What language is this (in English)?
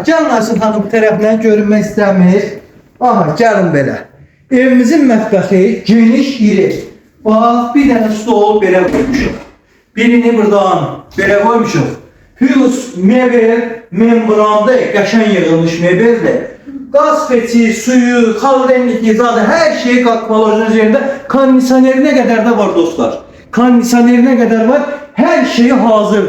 Azerbaijani